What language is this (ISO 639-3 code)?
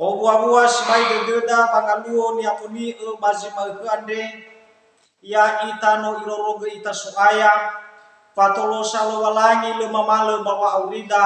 nia